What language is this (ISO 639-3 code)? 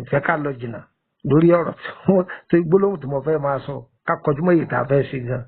yor